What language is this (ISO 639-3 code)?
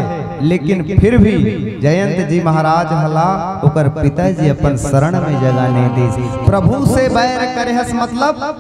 hne